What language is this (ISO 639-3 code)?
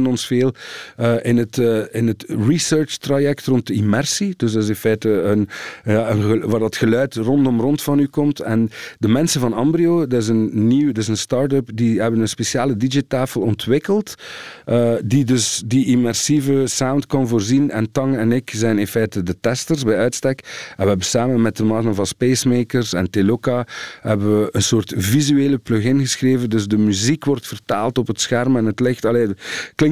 nld